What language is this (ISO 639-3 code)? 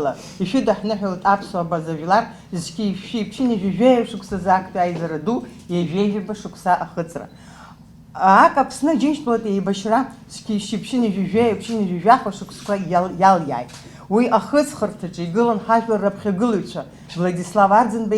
abk